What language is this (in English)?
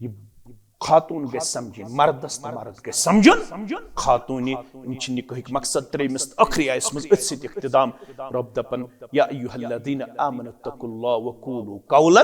Kashmiri